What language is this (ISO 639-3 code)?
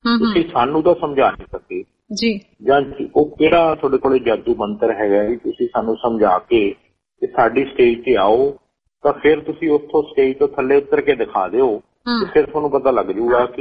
pan